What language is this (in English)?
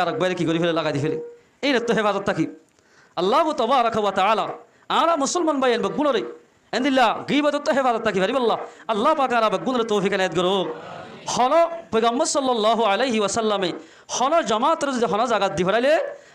Rohingya